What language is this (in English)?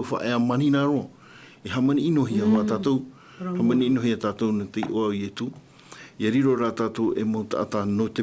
Tahitian